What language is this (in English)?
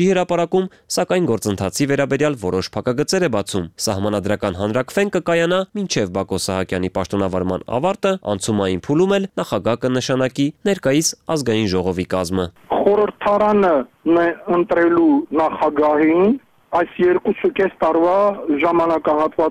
Armenian